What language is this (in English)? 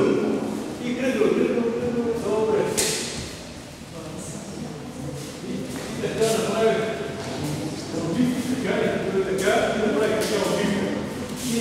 Bulgarian